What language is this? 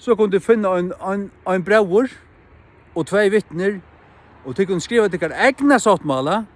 Faroese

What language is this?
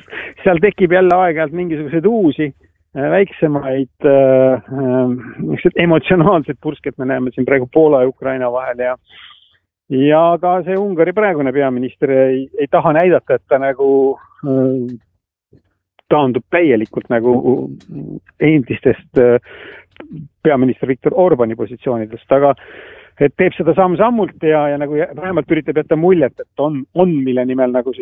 Estonian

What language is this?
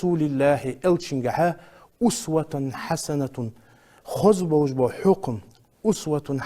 Ingush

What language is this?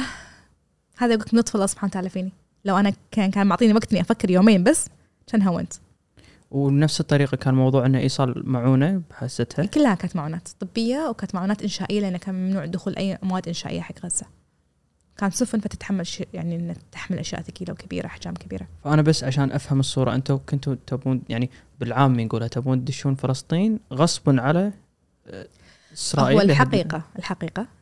Gulf Arabic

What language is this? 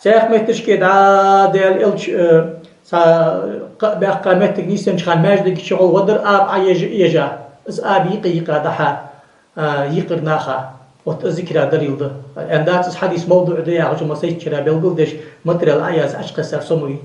Ingush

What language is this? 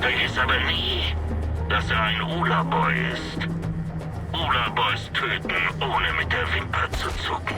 Bavarian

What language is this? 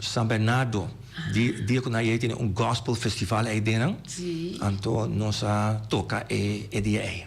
Papiamento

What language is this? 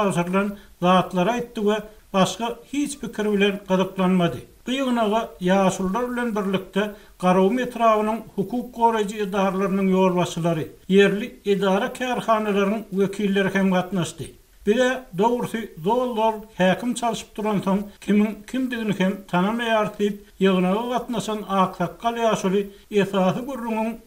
Turkmen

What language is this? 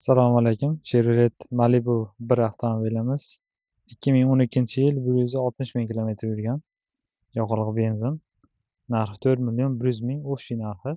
Uzbek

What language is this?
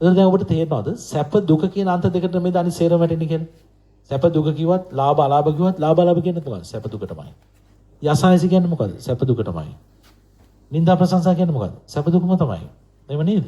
Sinhala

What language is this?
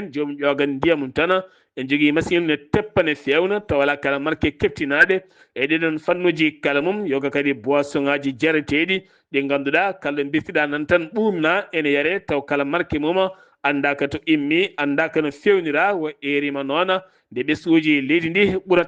Fula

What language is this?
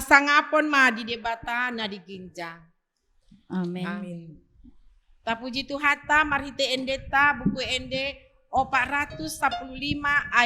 Batak Toba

